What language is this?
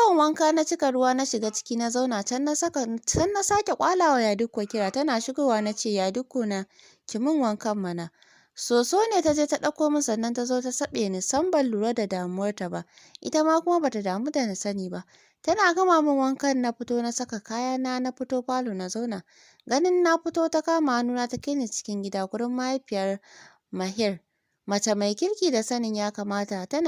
Hausa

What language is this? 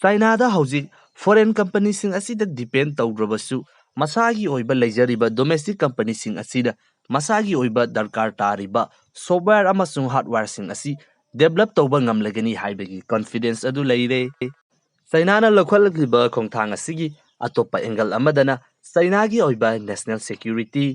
Manipuri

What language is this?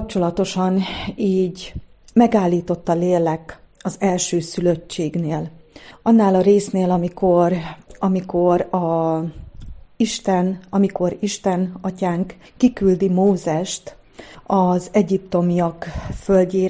Hungarian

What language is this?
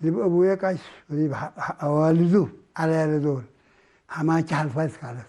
Tigre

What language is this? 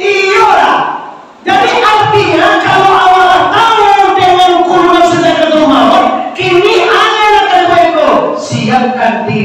Minangkabau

